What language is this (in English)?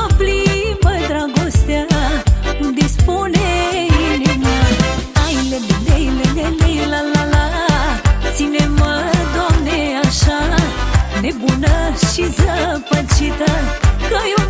Romanian